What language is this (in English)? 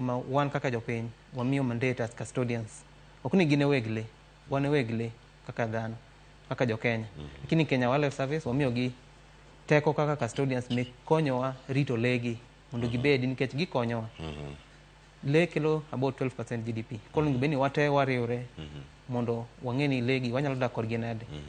Luo (Kenya and Tanzania)